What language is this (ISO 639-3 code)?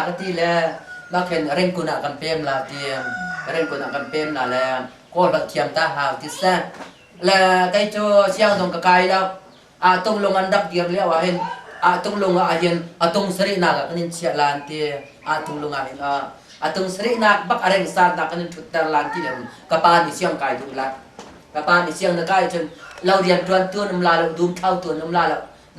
cnh